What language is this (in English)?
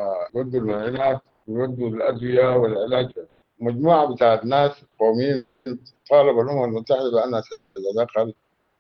Sudanese Arabic